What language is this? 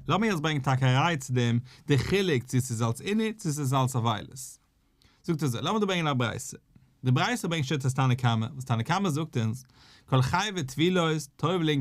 Yiddish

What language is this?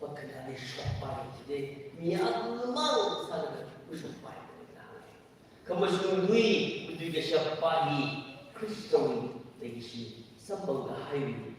Tangkhul Naga (India)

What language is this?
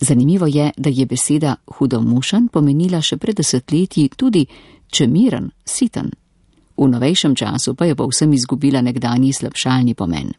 Slovenian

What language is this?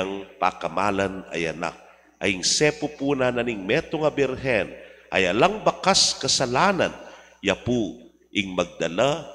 Pampanga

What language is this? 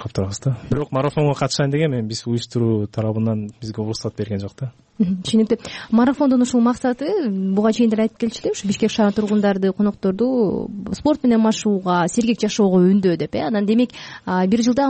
Kyrgyz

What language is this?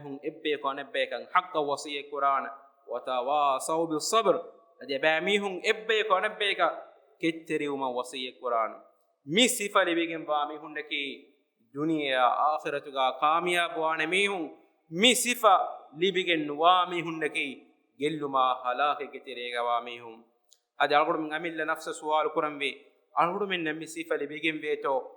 Divehi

